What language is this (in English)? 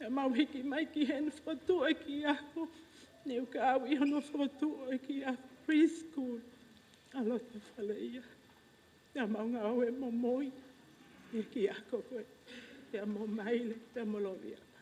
Tongan